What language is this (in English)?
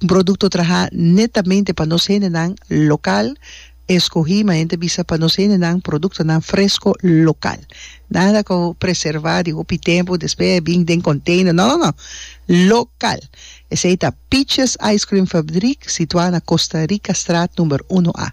Papiamento